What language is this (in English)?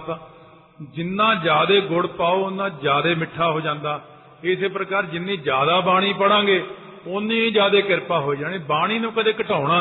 Punjabi